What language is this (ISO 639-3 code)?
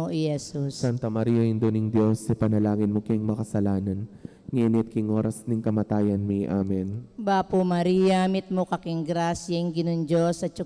pam